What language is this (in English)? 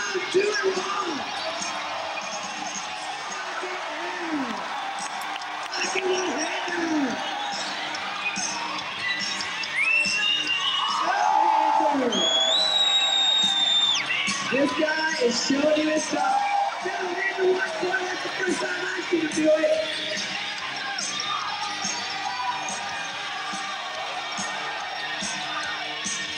English